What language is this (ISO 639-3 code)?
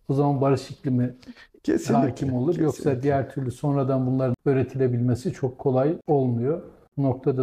tur